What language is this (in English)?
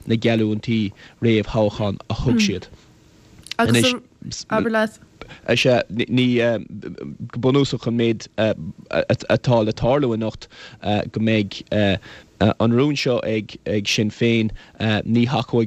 Irish